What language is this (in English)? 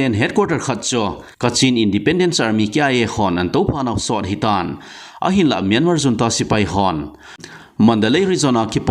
Thado Chin